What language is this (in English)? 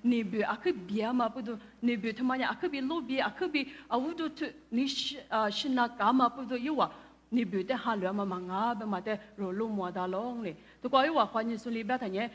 Lisu